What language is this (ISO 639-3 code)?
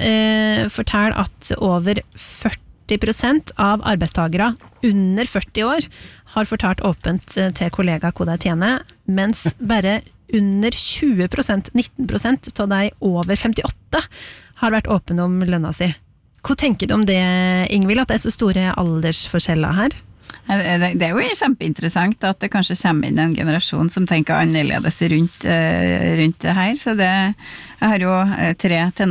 nor